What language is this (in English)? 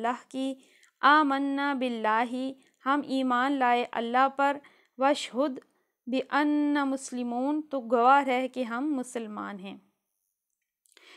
Urdu